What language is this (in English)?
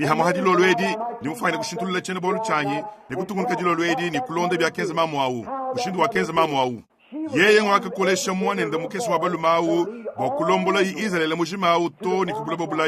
Luba-Lulua